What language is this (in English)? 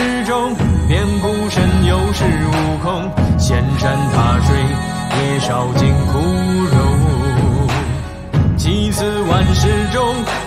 Chinese